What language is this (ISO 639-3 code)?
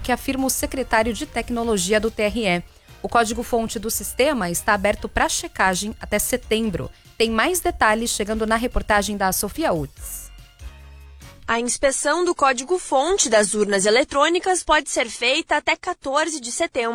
por